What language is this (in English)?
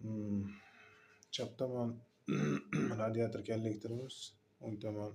Uzbek